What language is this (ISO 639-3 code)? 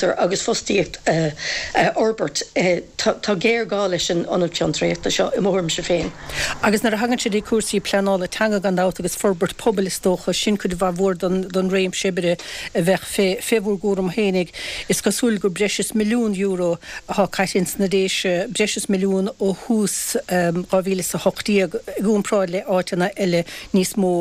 gle